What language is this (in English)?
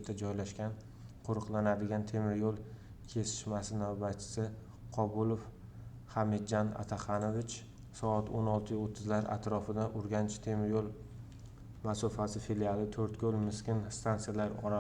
Uzbek